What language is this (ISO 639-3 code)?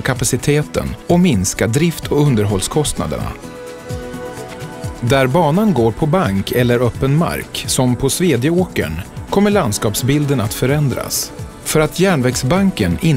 swe